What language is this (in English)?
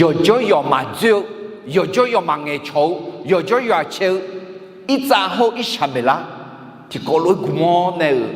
Akha